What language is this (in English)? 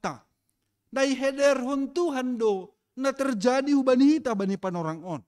Batak Simalungun